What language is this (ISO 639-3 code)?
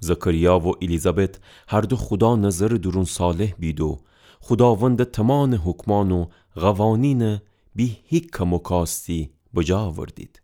glk